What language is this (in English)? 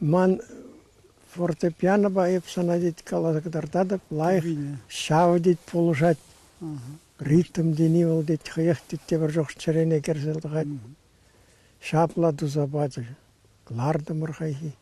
Chuvash